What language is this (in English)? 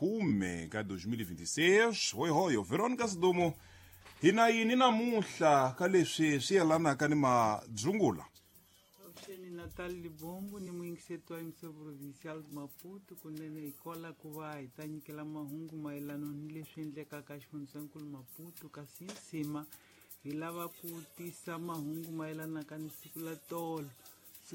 Tsonga